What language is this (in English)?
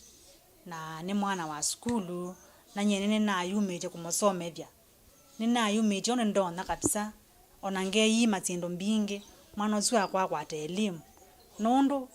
Kamba